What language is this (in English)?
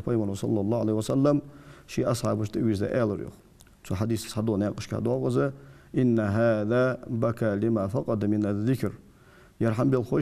Ingush